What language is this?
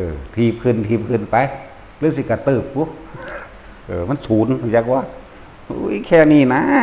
Northeastern Thai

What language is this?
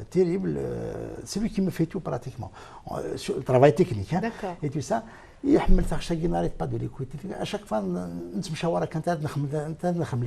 Kabyle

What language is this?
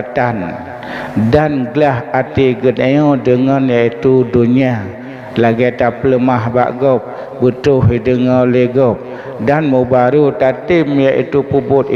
Achinese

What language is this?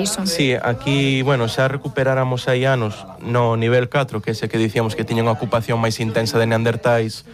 Galician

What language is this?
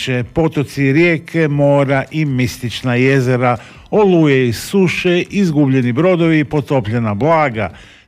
Croatian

